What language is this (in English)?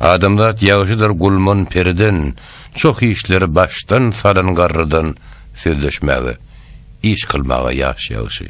Turkmen